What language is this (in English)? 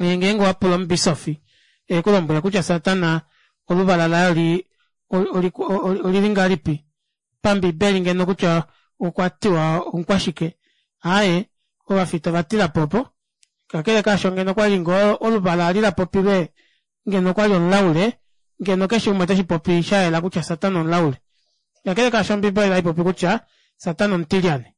Kuanyama